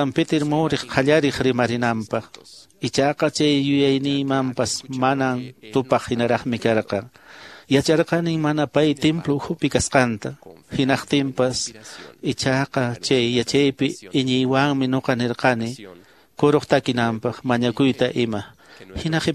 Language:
Quechua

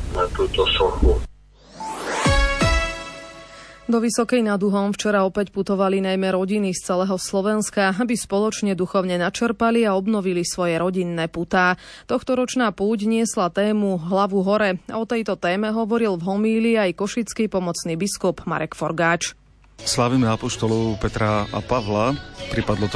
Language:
Slovak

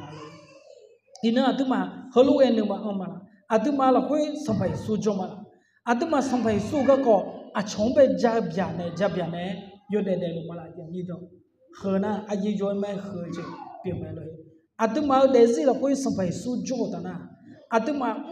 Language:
Akha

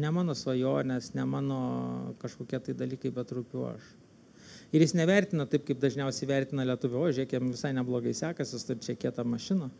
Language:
Lithuanian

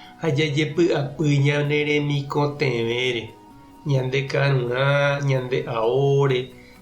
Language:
Guarani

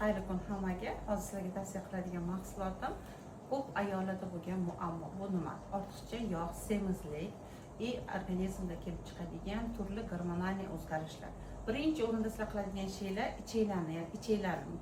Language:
Uzbek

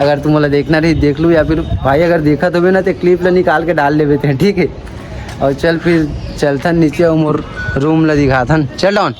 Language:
Chhattisgarhi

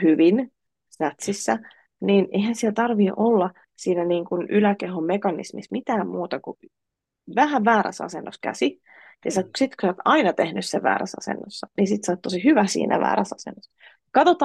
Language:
Finnish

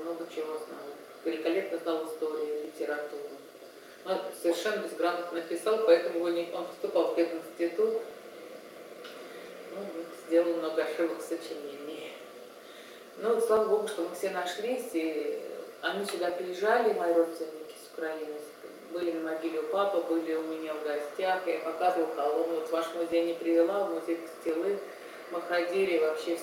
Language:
Russian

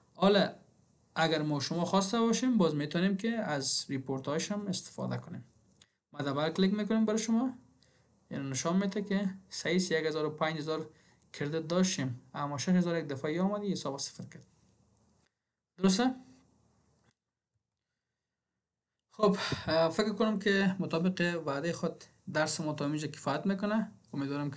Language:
Persian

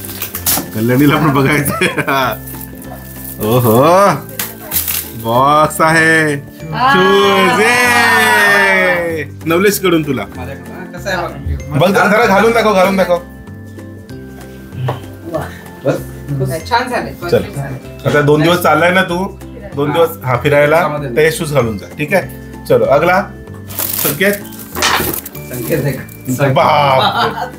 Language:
Marathi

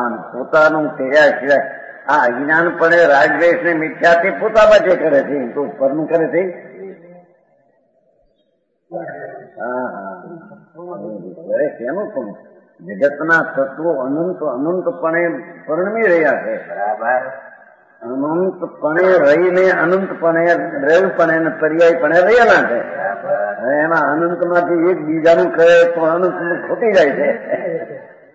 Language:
Gujarati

